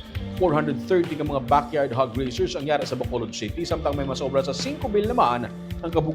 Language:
Hiligaynon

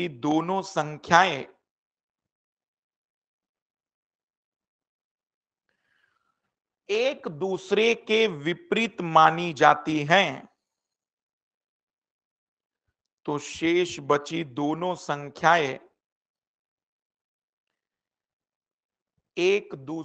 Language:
Hindi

